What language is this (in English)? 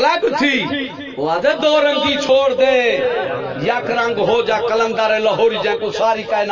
Saraiki